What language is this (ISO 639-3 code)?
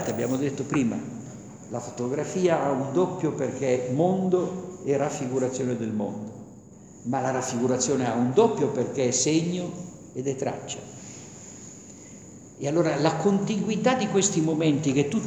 ita